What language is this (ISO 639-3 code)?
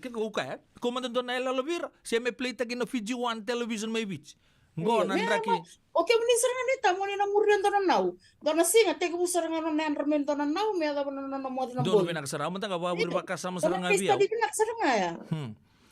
fij